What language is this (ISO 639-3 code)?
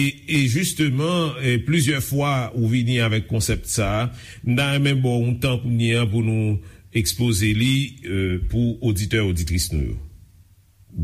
hat